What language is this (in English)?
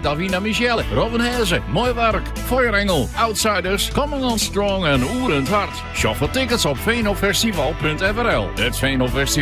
Western Frisian